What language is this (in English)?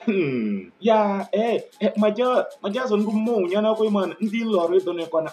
Kabiyè